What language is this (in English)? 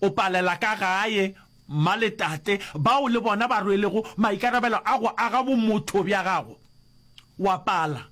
Northern Sotho